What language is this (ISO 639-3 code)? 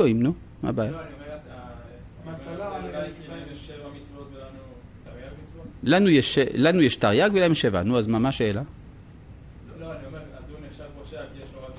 heb